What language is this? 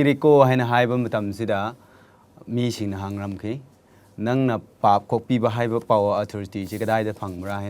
Manipuri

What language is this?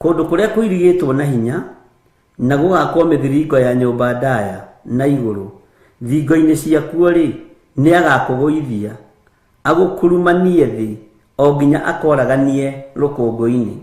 Kikuyu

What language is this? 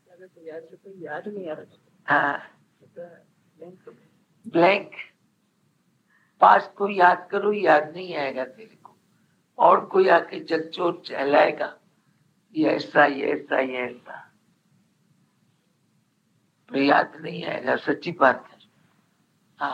Hindi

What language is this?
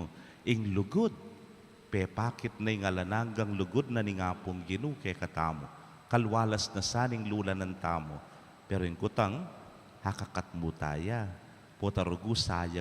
Pampanga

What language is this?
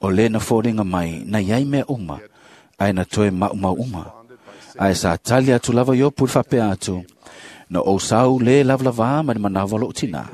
Samoan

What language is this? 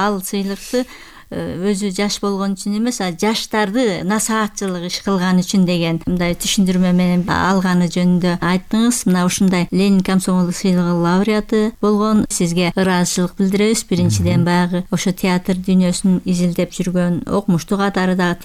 Kyrgyz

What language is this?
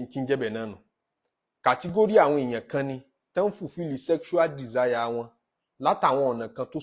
Yoruba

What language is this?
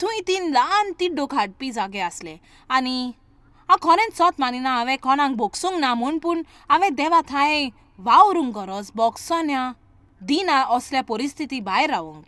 Konkani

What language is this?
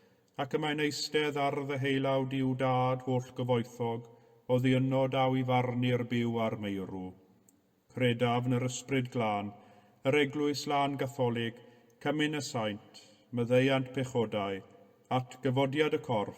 Welsh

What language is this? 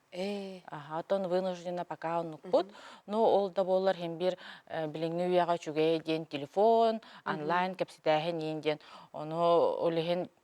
Yakut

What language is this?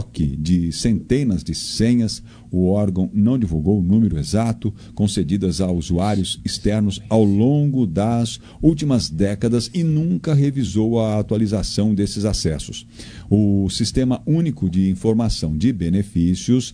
Portuguese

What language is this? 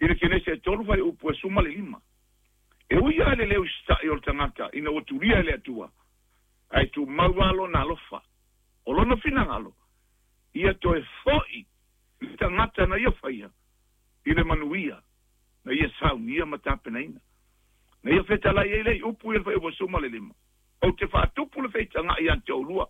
Samoan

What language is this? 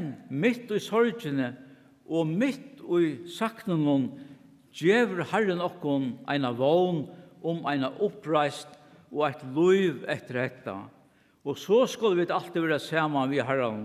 Faroese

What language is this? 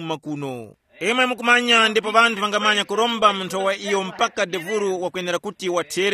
Tumbuka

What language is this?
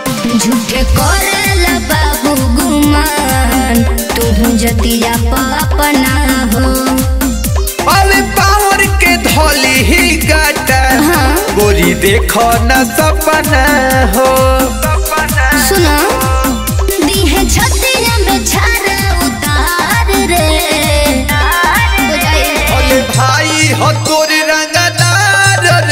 Bhojpuri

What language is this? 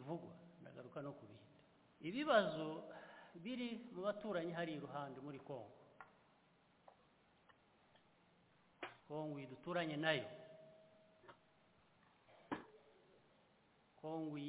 Kinyarwanda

